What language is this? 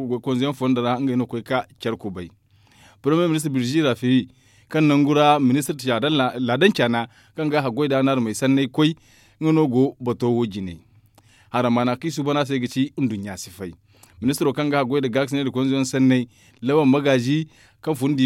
Zarma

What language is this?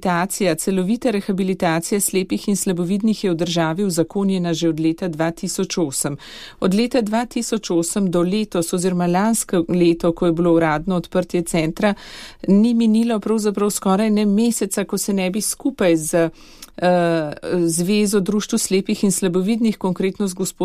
Slovenian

